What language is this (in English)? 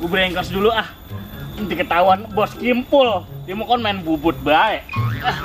Betawi